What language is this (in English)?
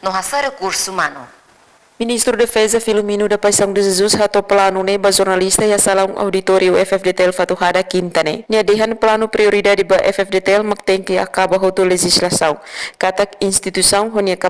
Tetum